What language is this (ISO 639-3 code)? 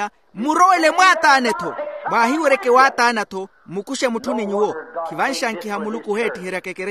vmw